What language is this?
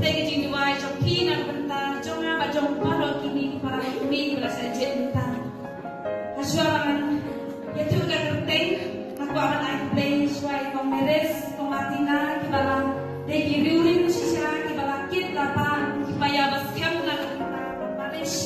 Khasi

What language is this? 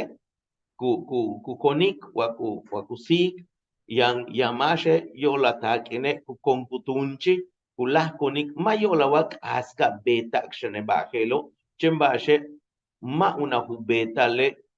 Yucateco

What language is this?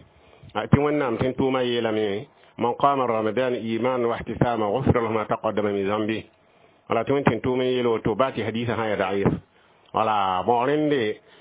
Mossi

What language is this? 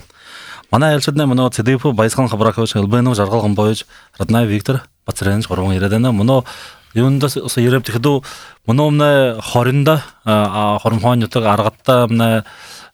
Buriat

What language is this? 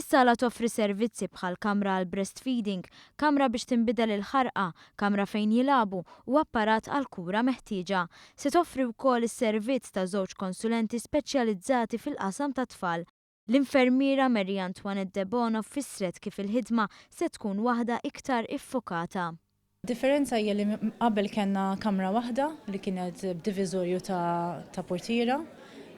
Maltese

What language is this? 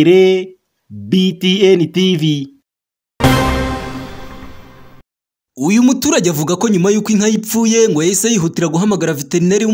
Kinyarwanda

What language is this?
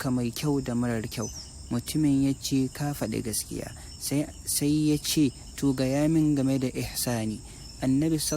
Hausa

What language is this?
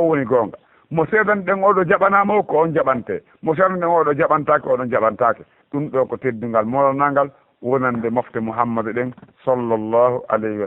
Fula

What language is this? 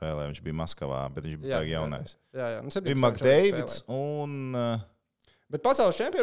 Latvian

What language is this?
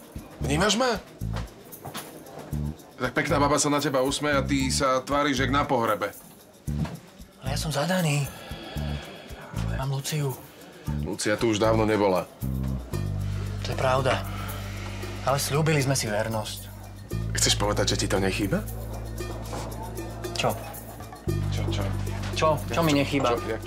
Slovak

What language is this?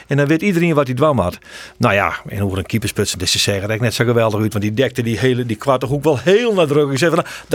Western Frisian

